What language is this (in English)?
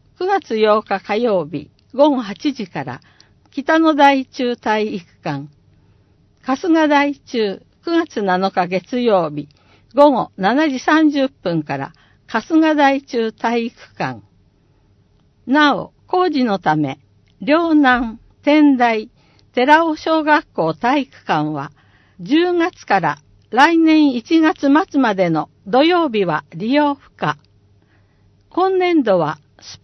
Japanese